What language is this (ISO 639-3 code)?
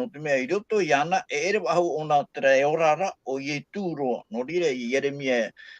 tah